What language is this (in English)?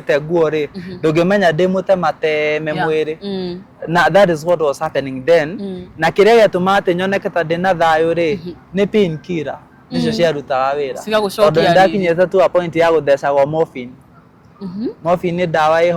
Kikuyu